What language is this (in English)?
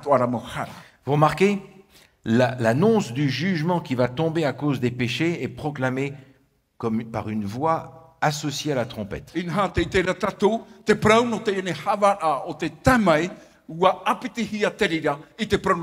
Tahitian